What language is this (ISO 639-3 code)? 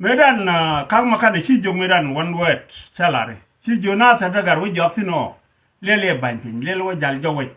nus